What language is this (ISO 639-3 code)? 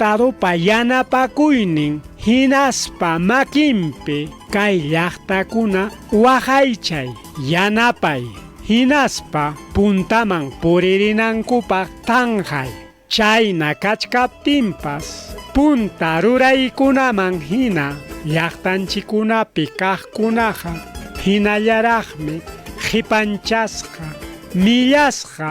quy